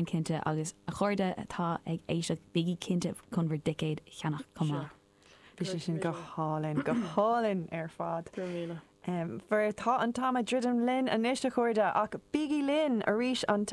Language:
Irish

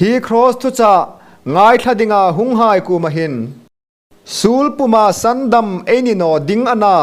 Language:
Hmar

